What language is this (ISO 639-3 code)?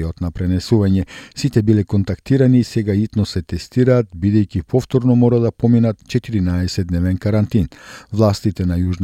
mkd